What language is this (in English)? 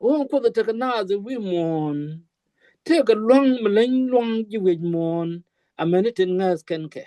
Nuer